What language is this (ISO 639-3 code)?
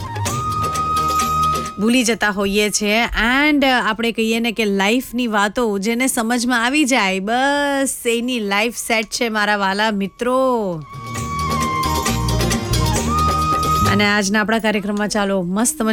guj